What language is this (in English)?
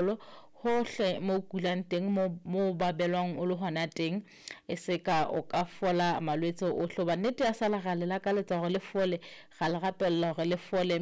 Southern Sotho